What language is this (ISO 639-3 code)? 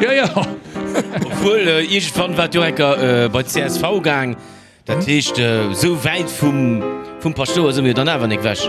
ltz